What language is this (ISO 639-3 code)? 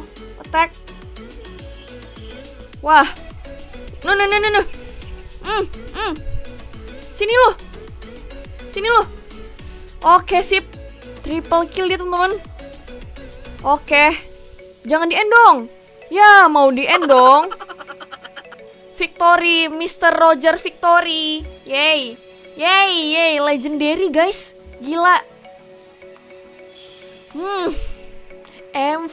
ind